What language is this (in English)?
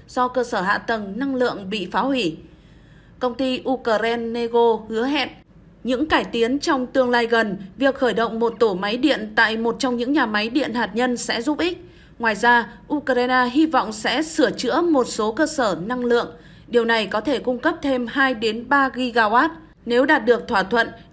Vietnamese